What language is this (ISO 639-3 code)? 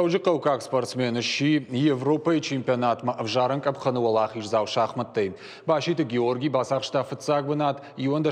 oss